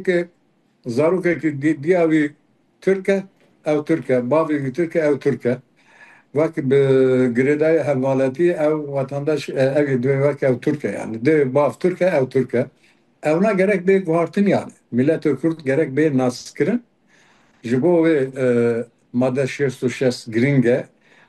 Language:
Kurdish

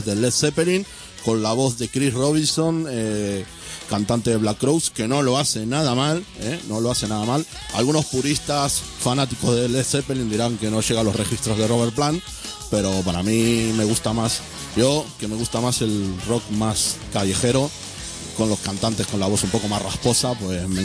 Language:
Spanish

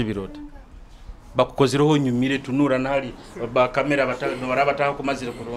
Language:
Nyoro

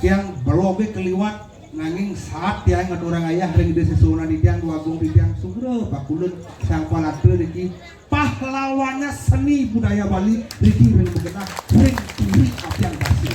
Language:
Balinese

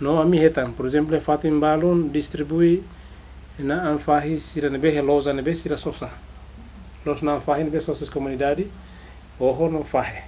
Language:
Tetum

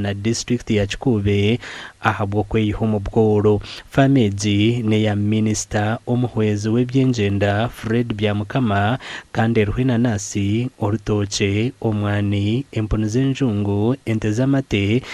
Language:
Nyankole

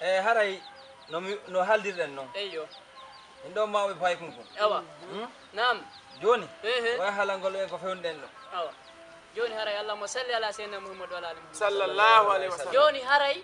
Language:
Fula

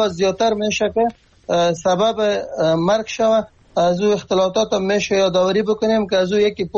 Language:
Persian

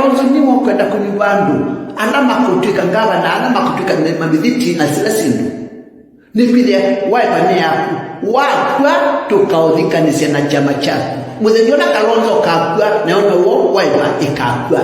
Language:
Kamba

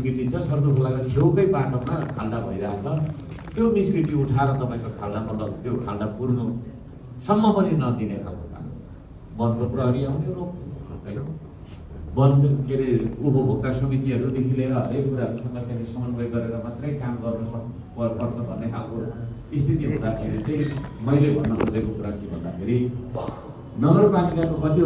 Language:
Nepali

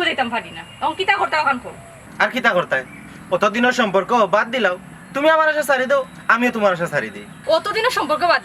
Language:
Sylheti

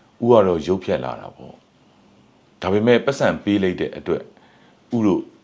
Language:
Burmese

